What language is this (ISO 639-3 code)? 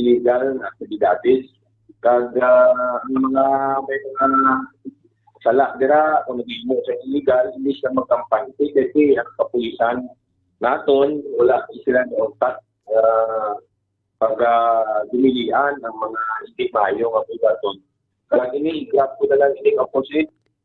hil